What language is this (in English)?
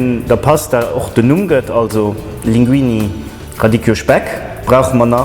Luxembourgish